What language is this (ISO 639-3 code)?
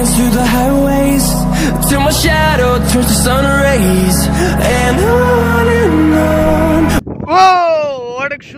ben